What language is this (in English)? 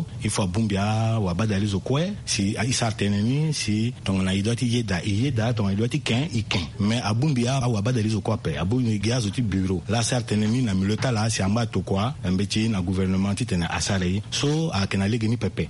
Sango